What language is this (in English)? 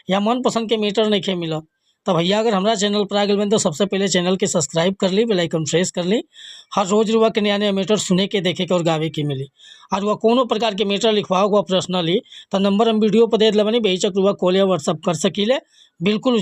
Bhojpuri